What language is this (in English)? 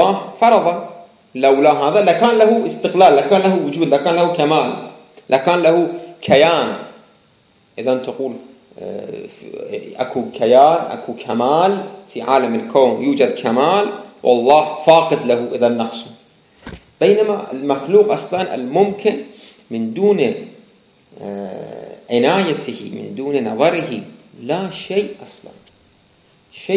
Arabic